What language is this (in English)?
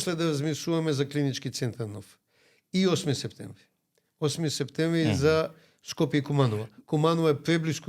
Macedonian